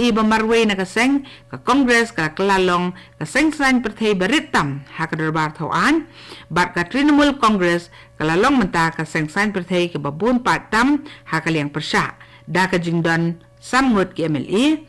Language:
Khasi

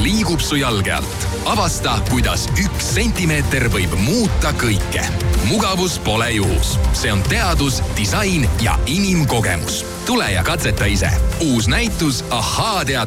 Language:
Estonian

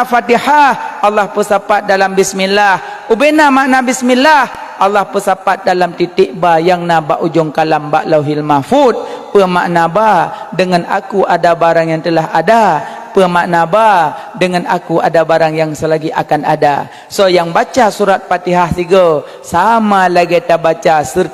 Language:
Achinese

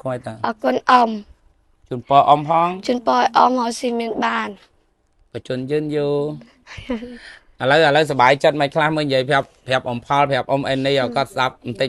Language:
Khmer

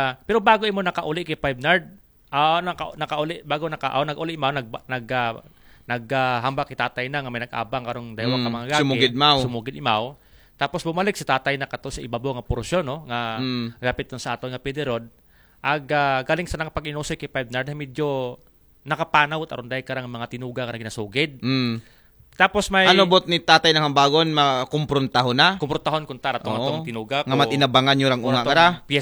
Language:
Aklanon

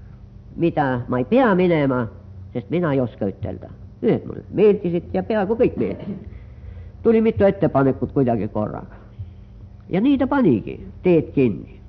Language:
Estonian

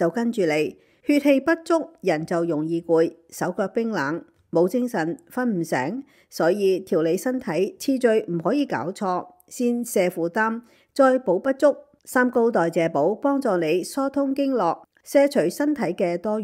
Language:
Cantonese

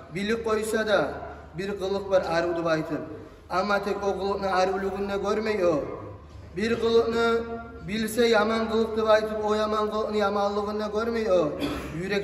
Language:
Kumyk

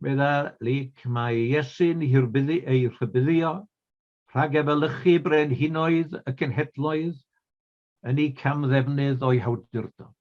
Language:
Welsh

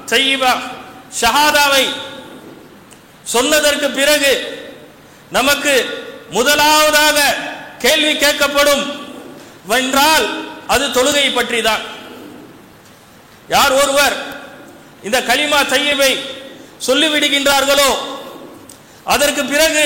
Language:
Tamil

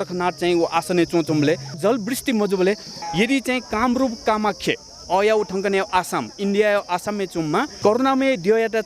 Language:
Newari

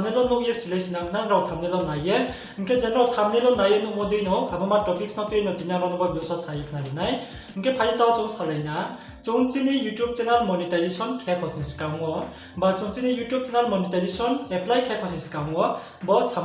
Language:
Riang (India)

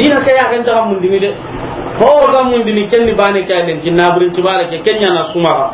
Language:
Soninke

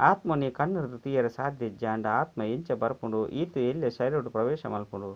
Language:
Tulu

